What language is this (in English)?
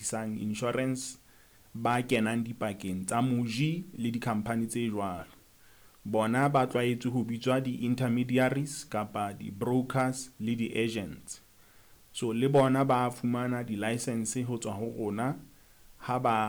Southern Sotho